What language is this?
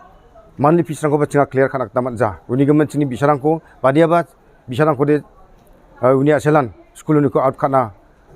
Garo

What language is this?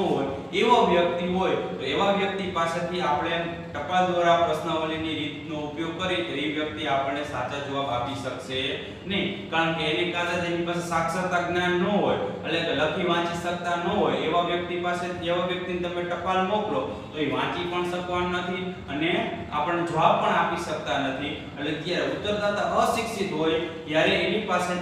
Gujarati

